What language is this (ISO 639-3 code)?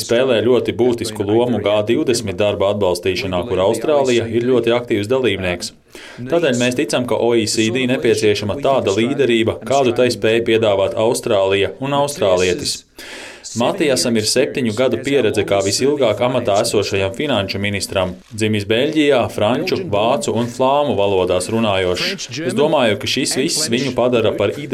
lav